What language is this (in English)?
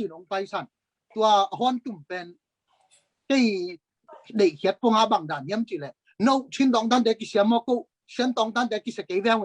Tedim Chin